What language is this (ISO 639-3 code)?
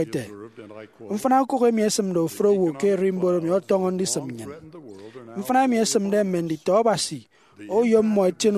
efi